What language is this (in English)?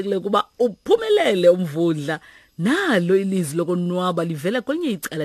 Xhosa